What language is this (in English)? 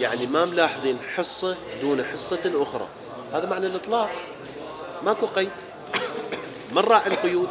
Mesopotamian Arabic